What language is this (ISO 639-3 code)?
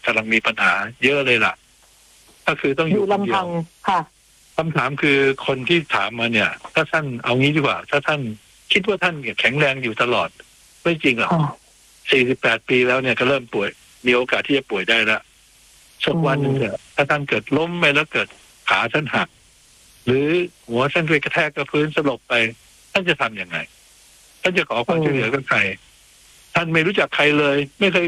tha